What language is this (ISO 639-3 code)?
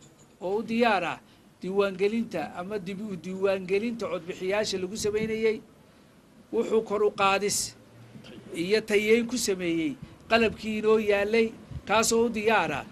som